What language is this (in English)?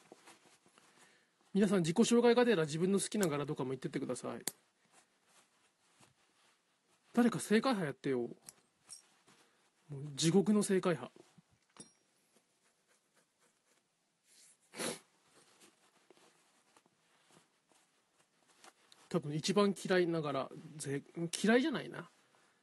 Japanese